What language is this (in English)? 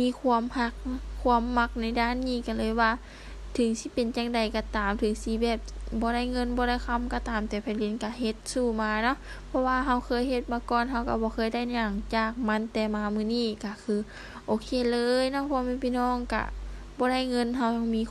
Lao